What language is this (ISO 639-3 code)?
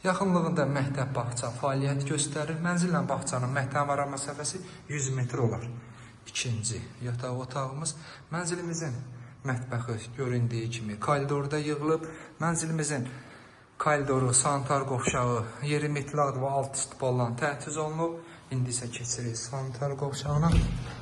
aze